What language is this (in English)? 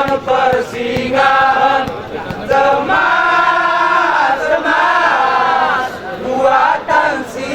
Gayo